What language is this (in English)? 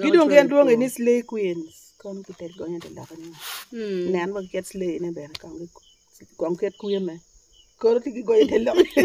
Acoli